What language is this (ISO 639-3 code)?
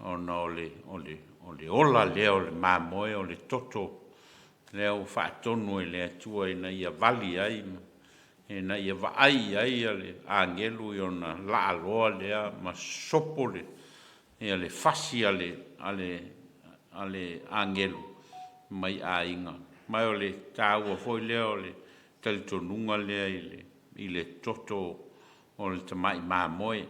smo